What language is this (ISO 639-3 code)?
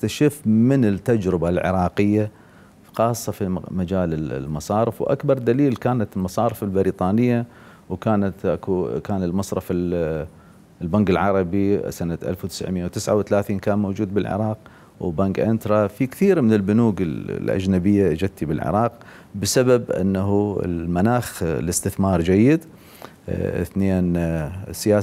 acm